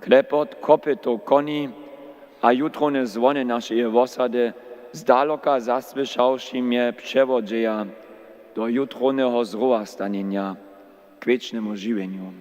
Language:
Upper Sorbian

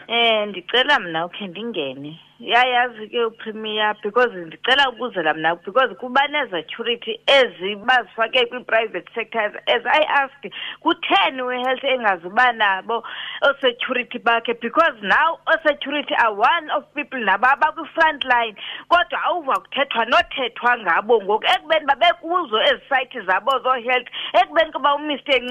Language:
Xhosa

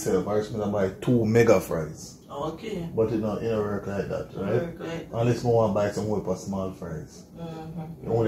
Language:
Jamaican Creole English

